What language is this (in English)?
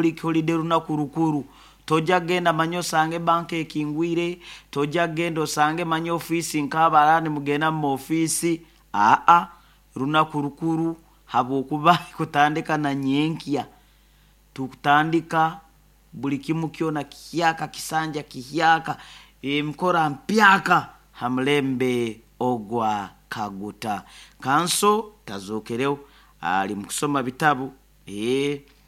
Nyoro